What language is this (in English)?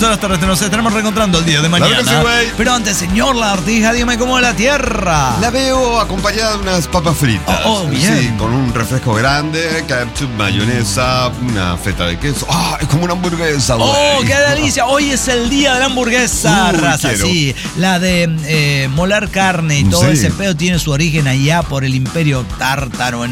Spanish